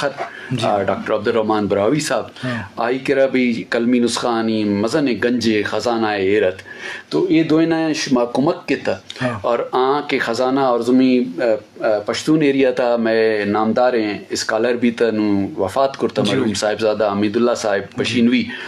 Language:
Eastern Balochi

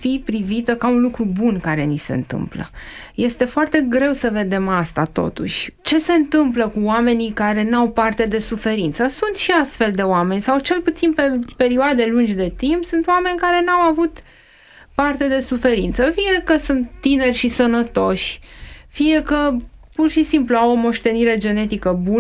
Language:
Romanian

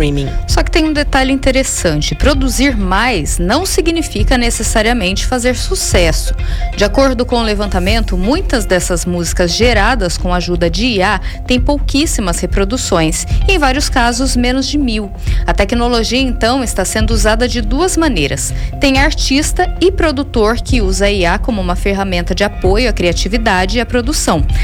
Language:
Portuguese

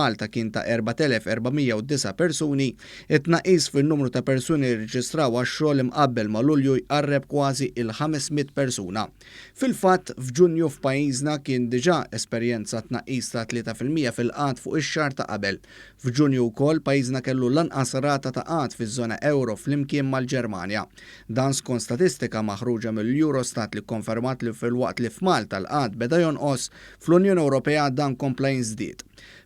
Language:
Maltese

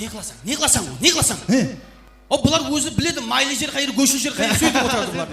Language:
Kara-Kalpak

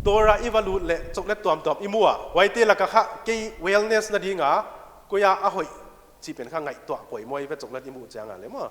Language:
Paite Chin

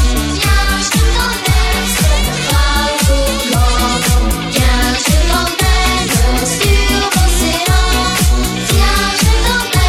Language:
French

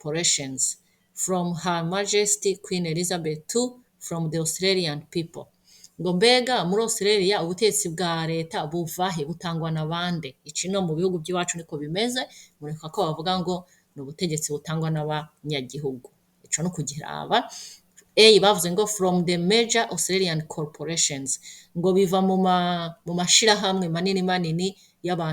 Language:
Rundi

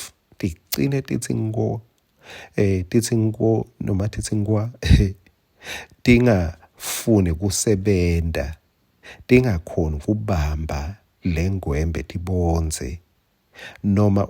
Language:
Swati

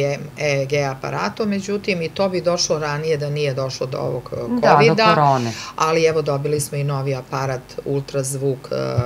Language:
Serbian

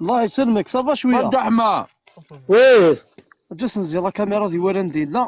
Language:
Kabyle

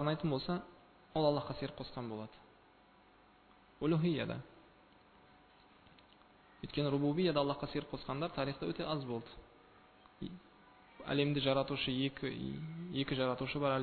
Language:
Kazakh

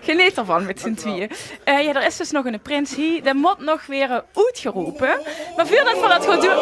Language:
Limburgish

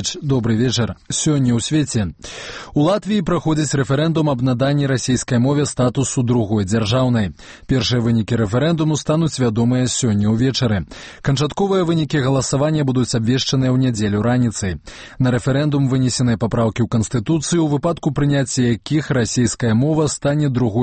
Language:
Belarusian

